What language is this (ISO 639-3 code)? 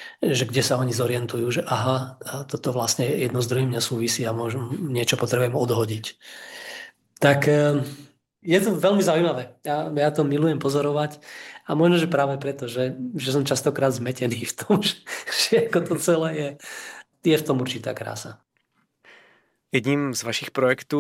slk